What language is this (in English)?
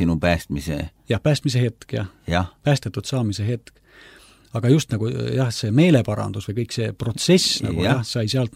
Estonian